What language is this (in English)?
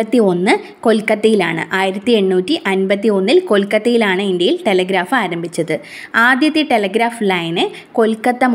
Malayalam